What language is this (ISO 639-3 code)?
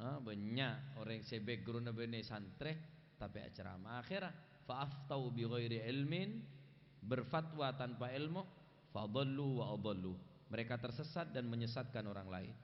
mad